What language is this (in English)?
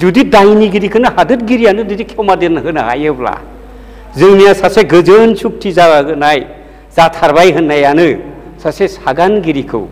Bodo